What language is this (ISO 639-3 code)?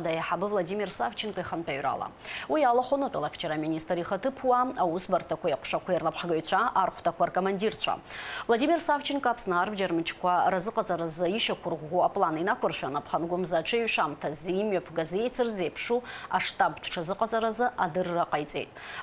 abk